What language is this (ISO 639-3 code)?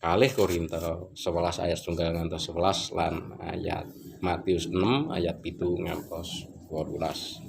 jav